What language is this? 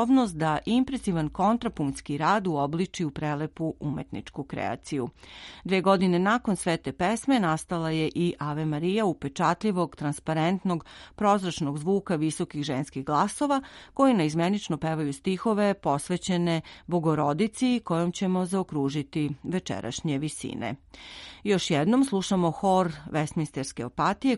Serbian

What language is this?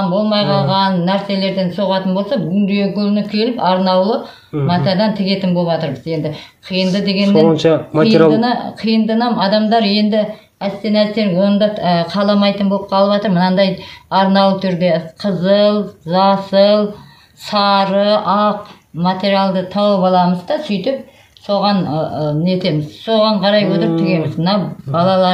Kazakh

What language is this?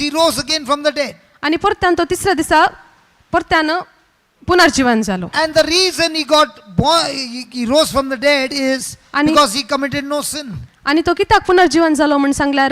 Konkani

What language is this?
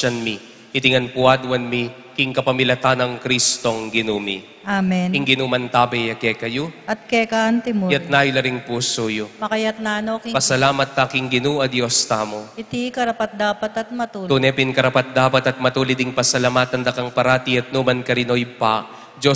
Pampanga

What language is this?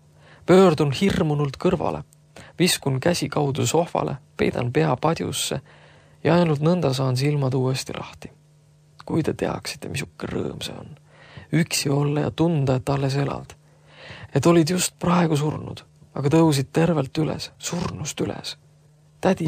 Estonian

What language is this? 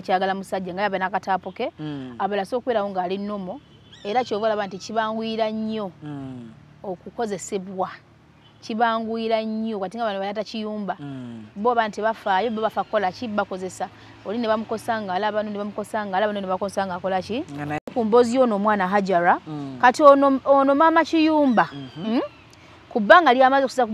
Ganda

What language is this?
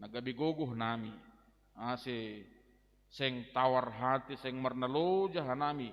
Batak Simalungun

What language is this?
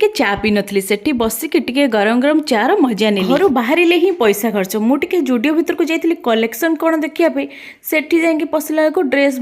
Odia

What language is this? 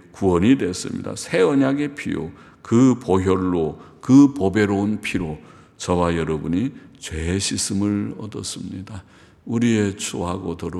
Korean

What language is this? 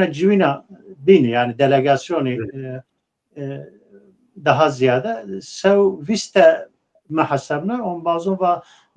Zaza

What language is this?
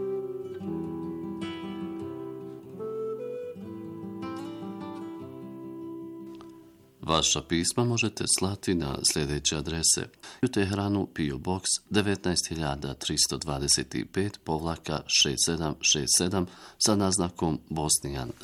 Bosnian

